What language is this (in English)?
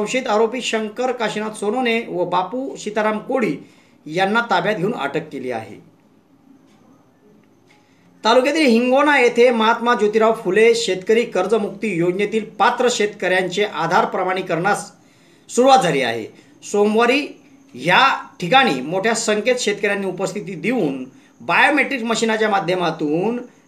Marathi